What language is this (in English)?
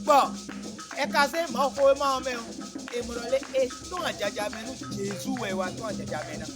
Fon